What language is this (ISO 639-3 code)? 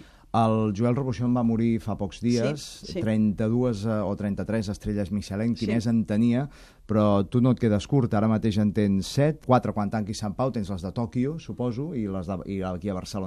cat